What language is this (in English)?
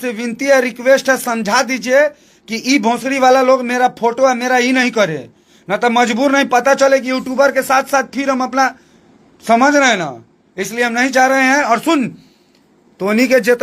Bhojpuri